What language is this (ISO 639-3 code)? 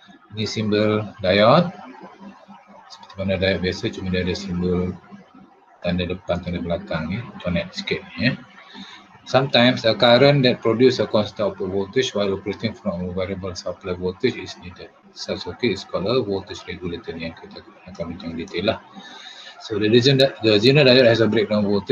msa